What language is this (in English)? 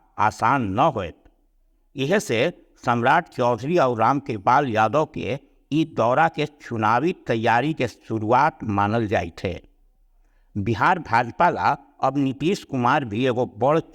Magahi